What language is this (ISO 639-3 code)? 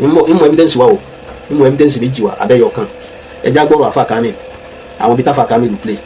yor